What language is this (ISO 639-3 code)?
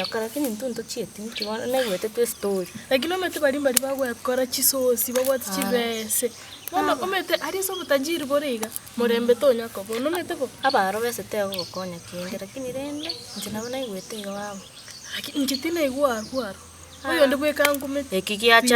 guz